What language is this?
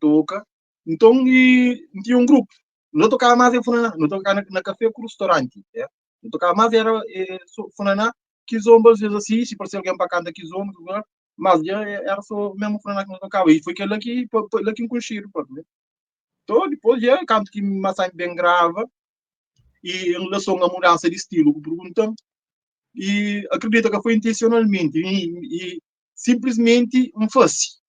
Kabuverdianu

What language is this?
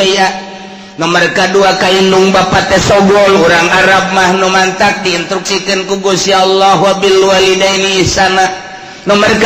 Sundanese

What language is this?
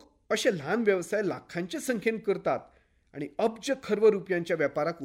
Konkani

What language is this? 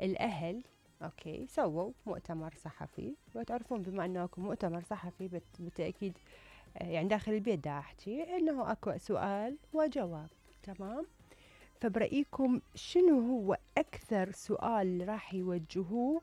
Mesopotamian Arabic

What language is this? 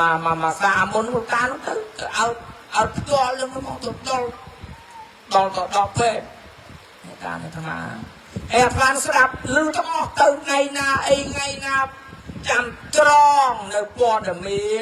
Khmer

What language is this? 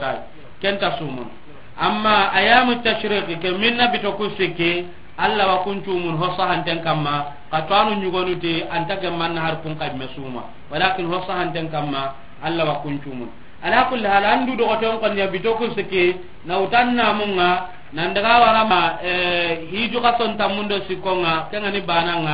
Soninke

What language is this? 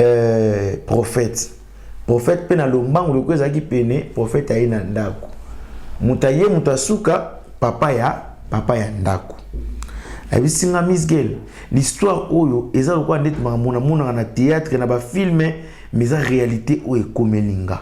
Lingala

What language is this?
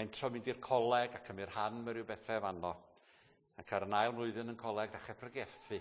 Welsh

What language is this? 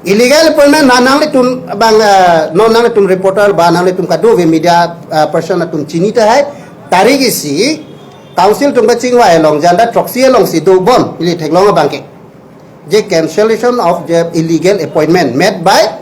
Karbi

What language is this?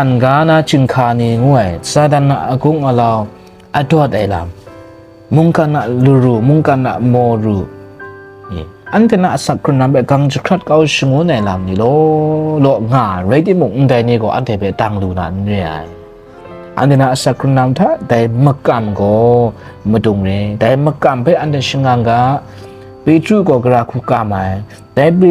Kachin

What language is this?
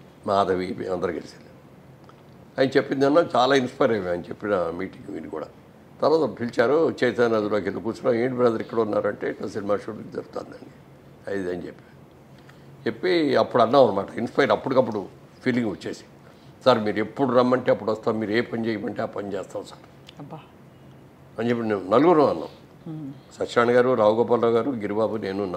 Telugu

